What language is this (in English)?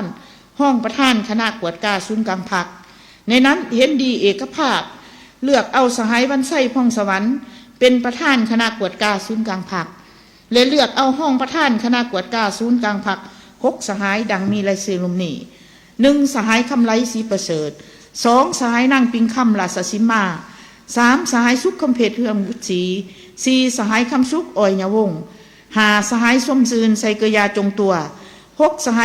Lao